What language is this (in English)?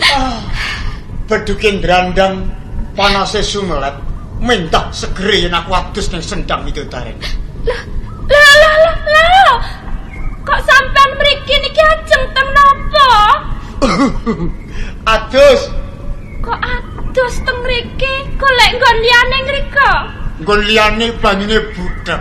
Javanese